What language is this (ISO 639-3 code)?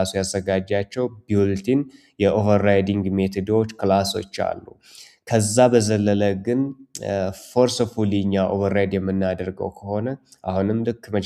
amh